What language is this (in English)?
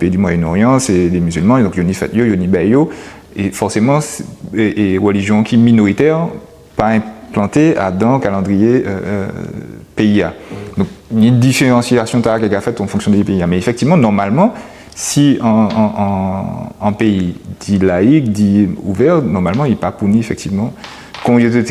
Guadeloupean Creole French